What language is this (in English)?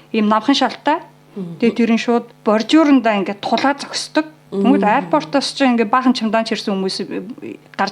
Mongolian